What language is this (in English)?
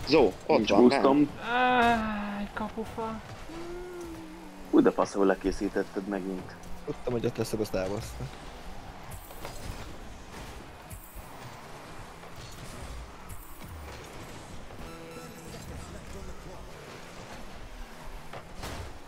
Hungarian